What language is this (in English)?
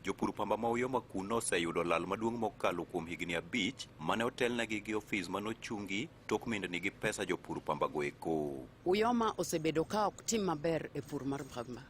Luo (Kenya and Tanzania)